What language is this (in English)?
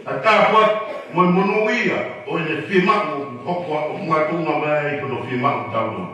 Tongan